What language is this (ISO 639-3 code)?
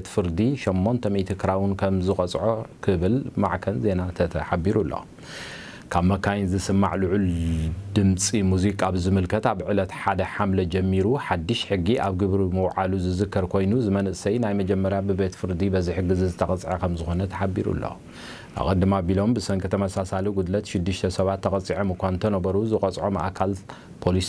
tir